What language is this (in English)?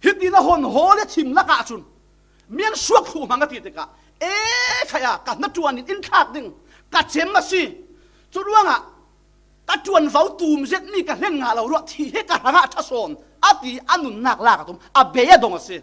Falam Chin